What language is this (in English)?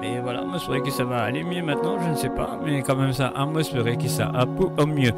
Morisyen